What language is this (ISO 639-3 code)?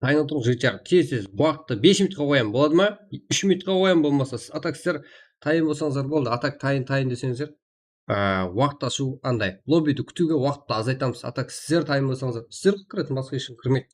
kaa